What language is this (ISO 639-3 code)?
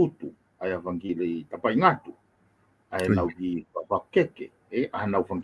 ton